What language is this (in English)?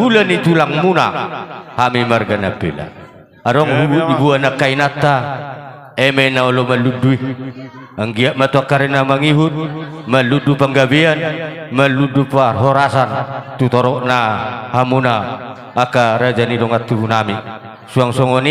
Batak Toba